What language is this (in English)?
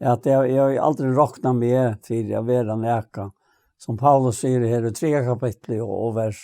Faroese